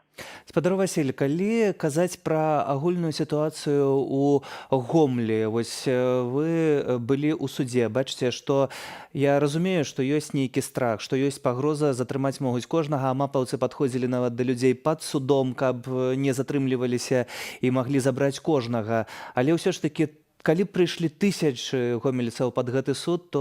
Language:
Belarusian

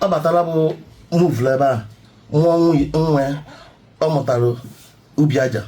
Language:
Igbo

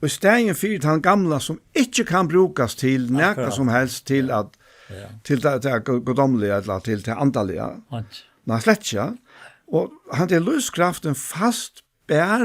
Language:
Faroese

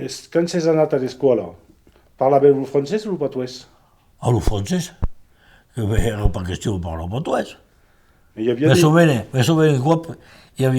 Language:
Occitan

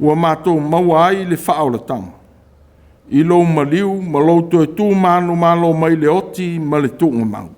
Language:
Samoan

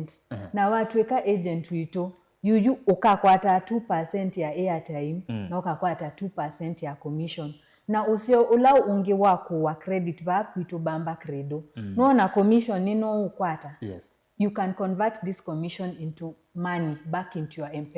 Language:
Kamba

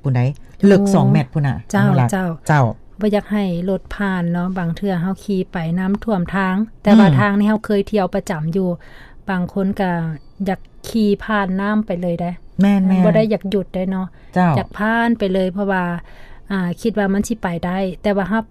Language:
Lao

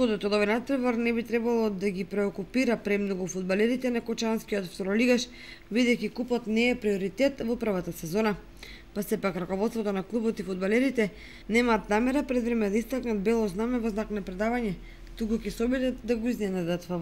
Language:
Macedonian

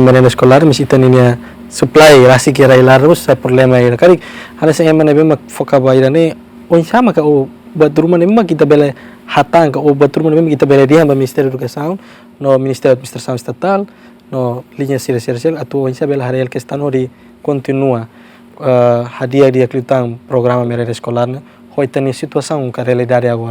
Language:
Tetum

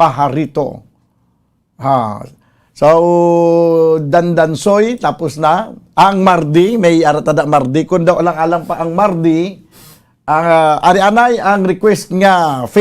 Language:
Hiligaynon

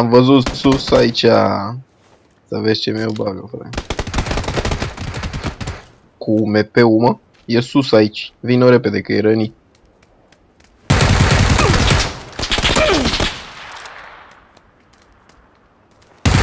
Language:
Romanian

